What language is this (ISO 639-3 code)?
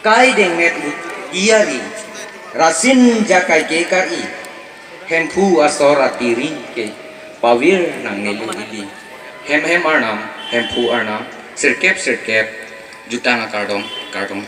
mjw